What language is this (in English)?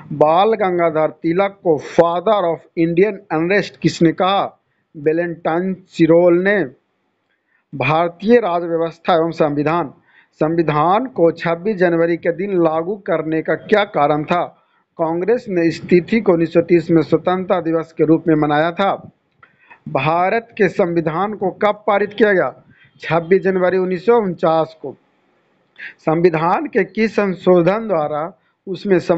Hindi